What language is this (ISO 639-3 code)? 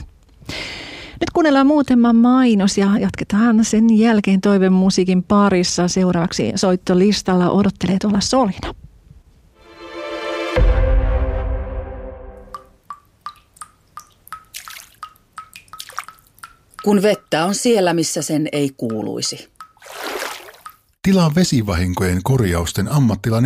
fin